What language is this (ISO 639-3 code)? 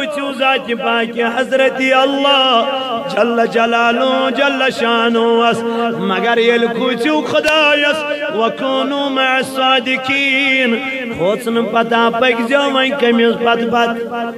kas